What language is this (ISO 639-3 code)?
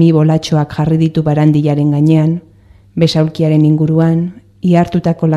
eus